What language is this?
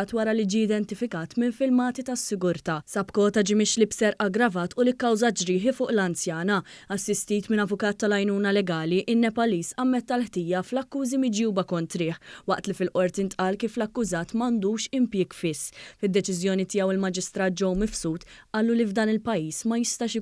Maltese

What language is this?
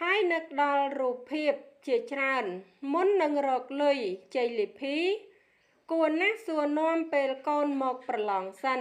Khmer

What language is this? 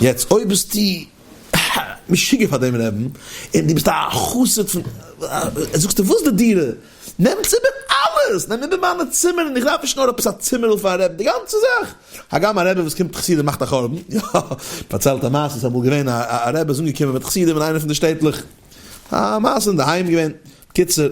Yiddish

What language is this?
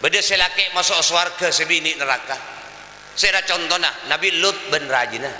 Madurese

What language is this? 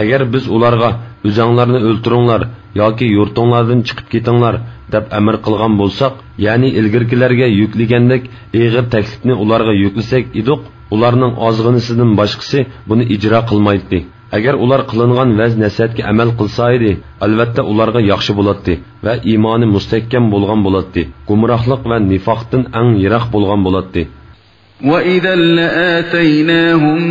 Uyghur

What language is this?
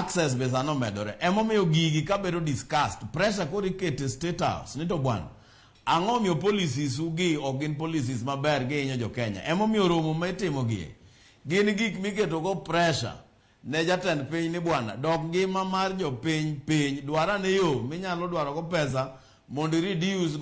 Luo (Kenya and Tanzania)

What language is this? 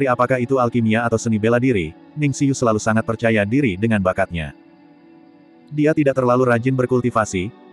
Indonesian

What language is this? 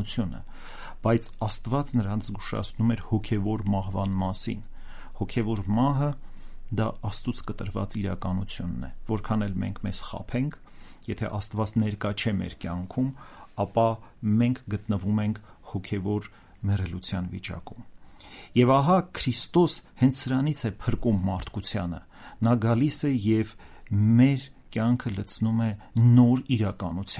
Armenian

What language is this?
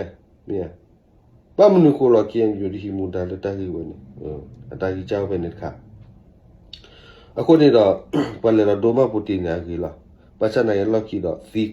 S'gaw Karen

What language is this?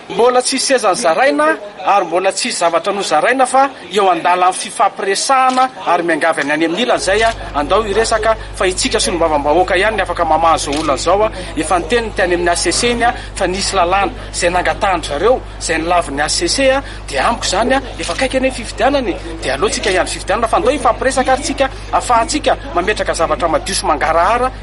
Malagasy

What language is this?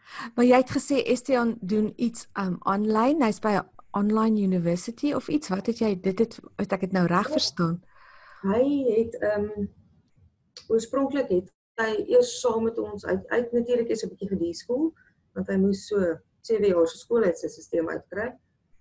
Afrikaans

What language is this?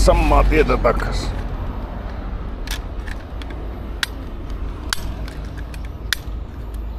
Finnish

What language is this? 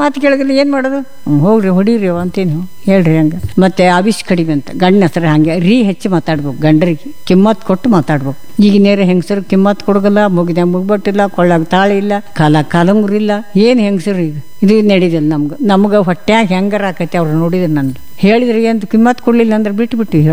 Kannada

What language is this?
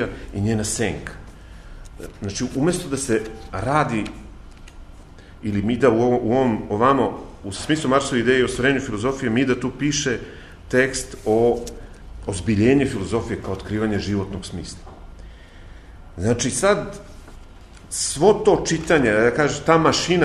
Serbian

